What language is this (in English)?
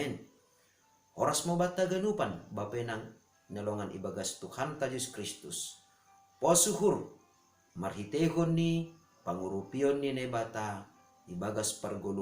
Batak Simalungun